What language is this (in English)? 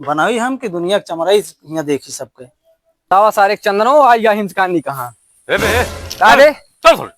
Awadhi